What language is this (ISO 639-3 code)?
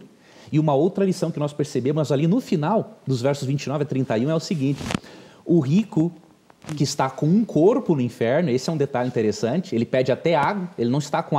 por